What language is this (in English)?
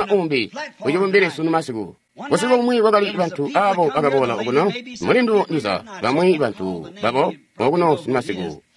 Tonga (Zambia)